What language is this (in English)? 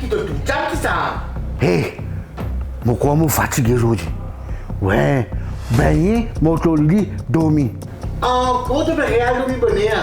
Morisyen